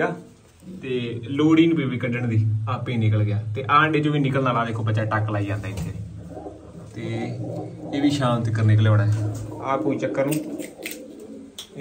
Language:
Punjabi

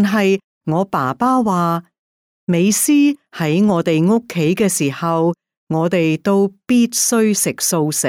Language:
Cantonese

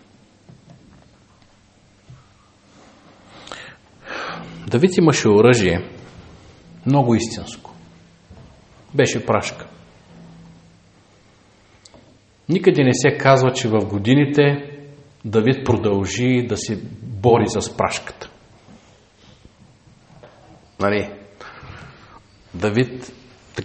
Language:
Bulgarian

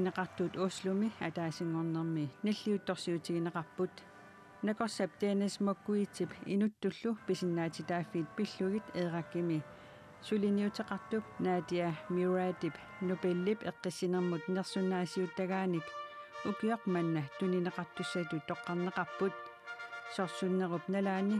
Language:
Kalaallisut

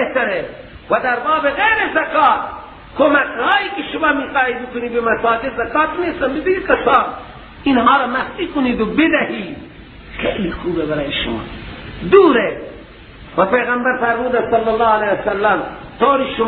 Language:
Persian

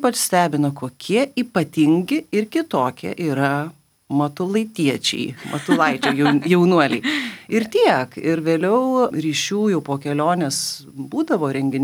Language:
Lithuanian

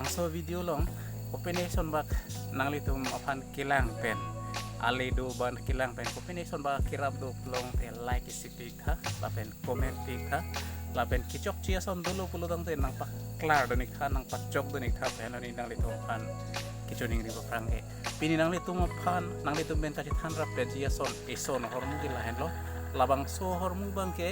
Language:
Karbi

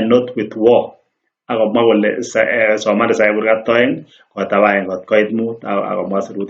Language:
Kalenjin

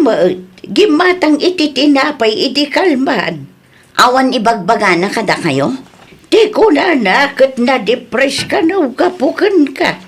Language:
Iloko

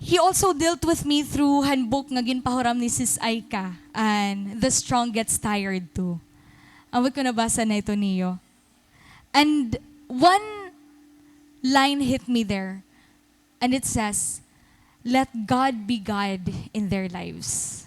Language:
Waray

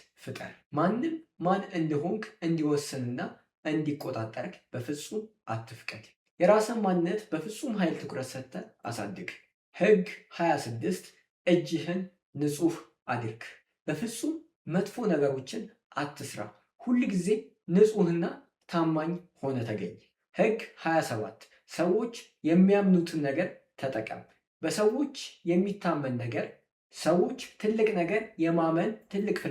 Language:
Amharic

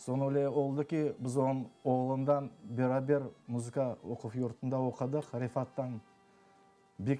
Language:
Crimean Tatar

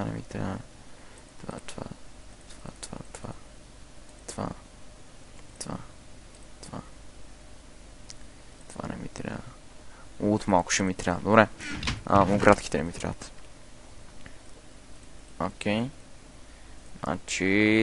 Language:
Bulgarian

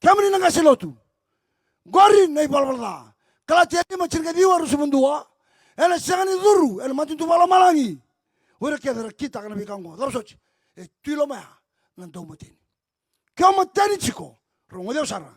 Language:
Fijian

